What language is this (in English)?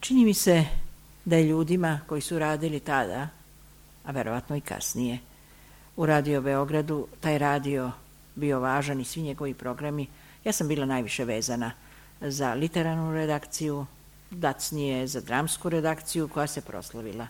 Serbian